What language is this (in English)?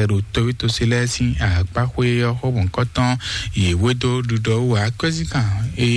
Fon